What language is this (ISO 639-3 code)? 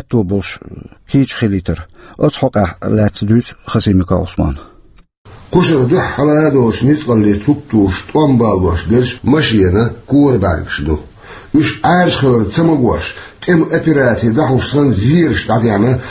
che